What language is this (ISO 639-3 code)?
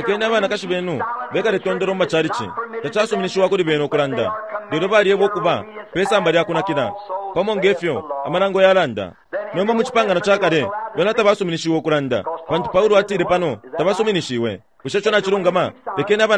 bem